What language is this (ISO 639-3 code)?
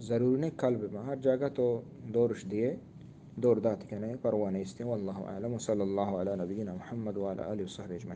bgp